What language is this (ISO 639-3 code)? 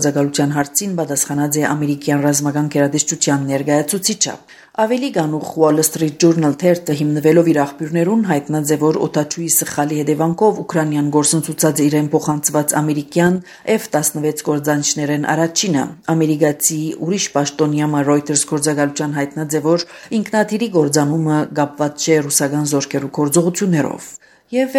hye